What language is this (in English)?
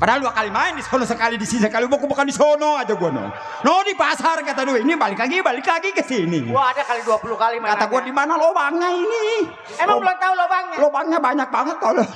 Betawi